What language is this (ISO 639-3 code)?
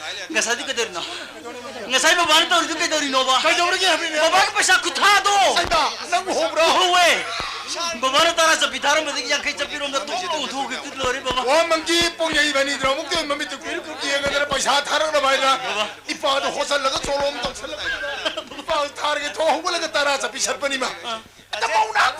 mni